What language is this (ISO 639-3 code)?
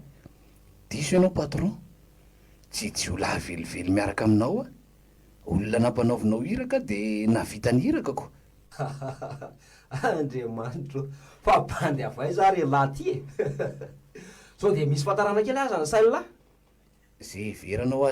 mlg